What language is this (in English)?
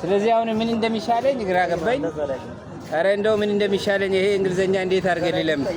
Amharic